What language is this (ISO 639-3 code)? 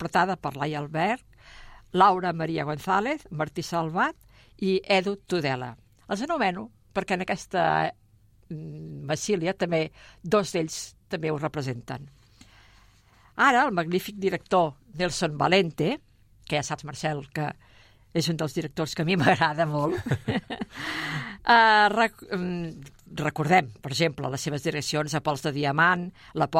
cat